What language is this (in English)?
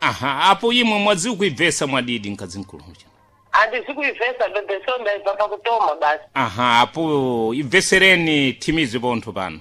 Sena